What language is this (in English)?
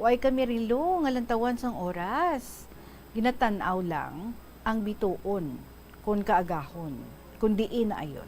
Hiligaynon